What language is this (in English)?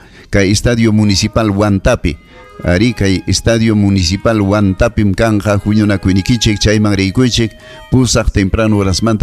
Ayacucho Quechua